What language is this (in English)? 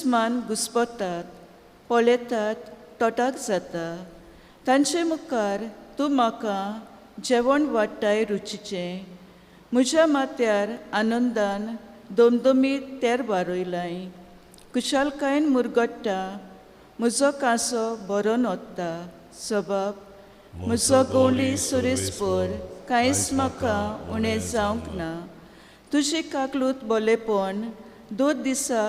Konkani